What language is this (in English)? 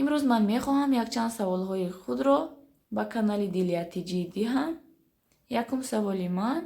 Tajik